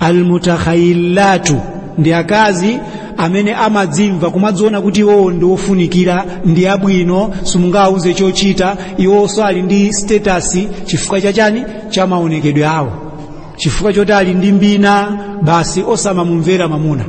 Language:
Nyanja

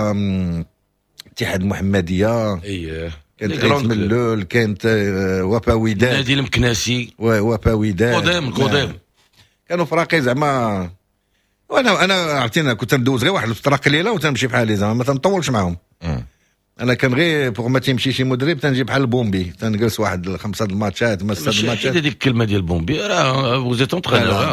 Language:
Moroccan Arabic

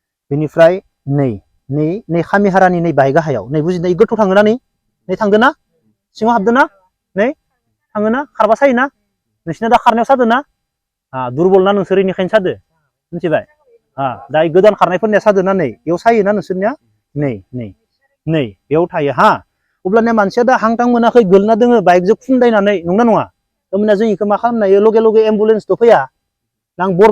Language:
Bodo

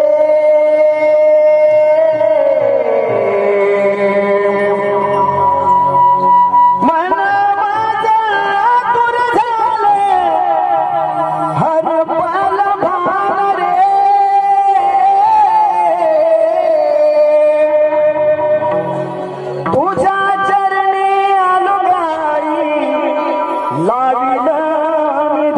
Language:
Marathi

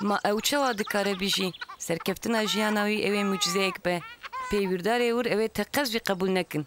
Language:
Kurdish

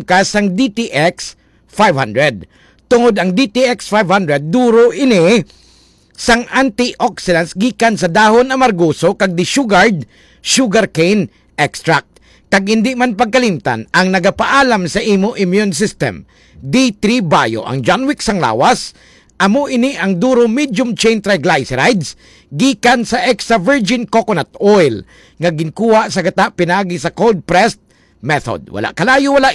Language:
Hiligaynon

